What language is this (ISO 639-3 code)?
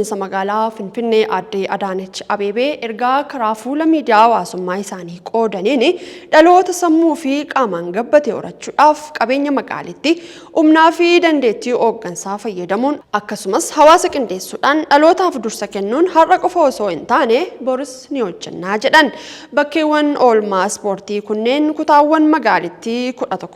orm